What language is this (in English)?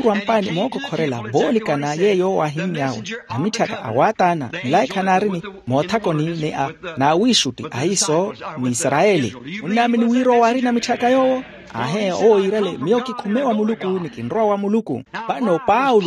Makhuwa